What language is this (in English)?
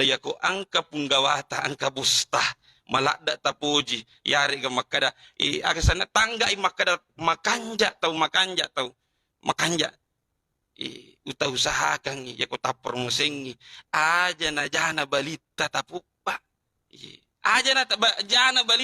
Buginese